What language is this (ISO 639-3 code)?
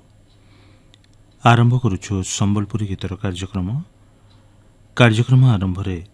ori